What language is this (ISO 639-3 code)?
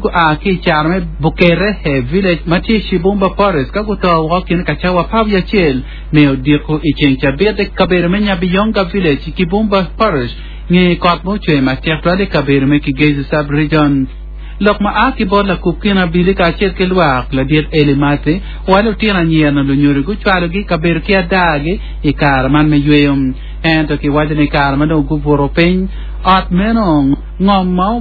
ach